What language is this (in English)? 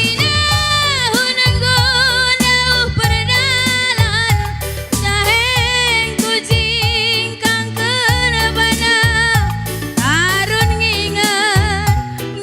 Batak Karo